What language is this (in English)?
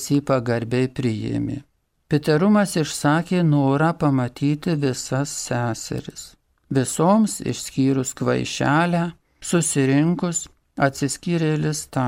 Lithuanian